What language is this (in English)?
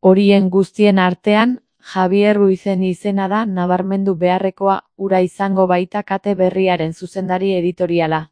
Basque